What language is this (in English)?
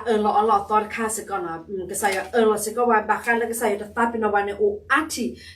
S'gaw Karen